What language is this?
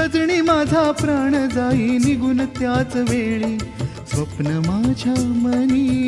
Marathi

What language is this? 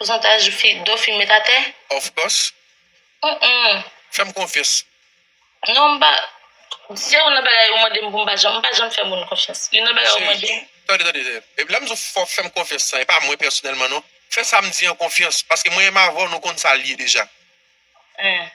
Haitian Creole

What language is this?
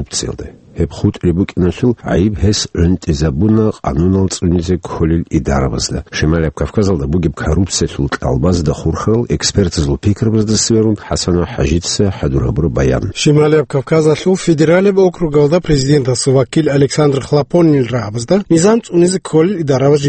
Avaric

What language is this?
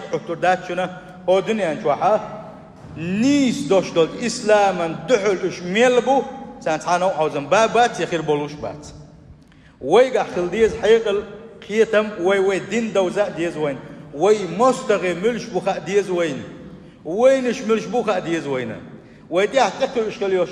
Chechen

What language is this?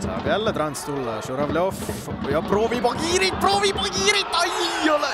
Estonian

